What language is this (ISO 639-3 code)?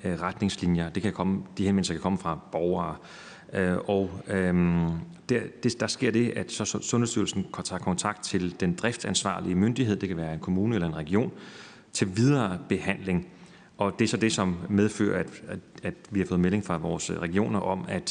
dan